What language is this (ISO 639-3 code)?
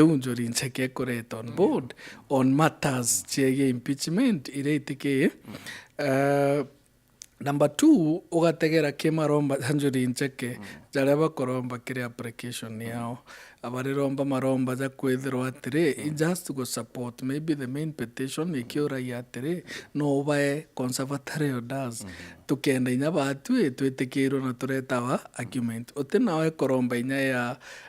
mer